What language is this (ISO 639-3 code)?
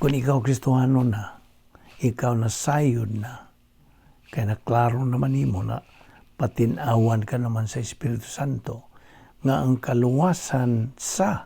ceb